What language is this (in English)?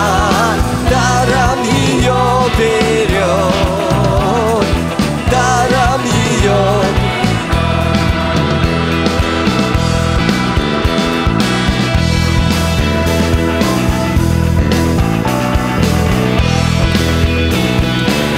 Russian